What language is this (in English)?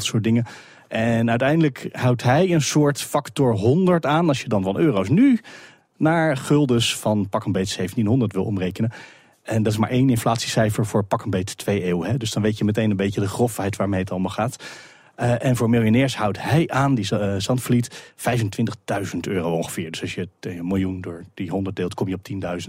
Dutch